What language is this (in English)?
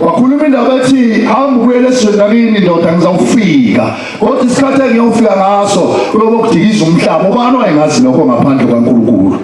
Zulu